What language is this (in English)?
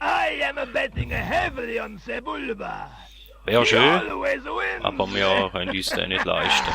Swiss German